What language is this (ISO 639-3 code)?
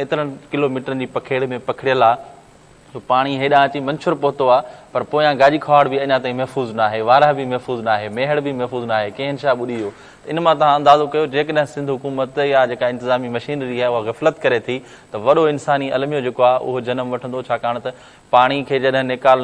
snd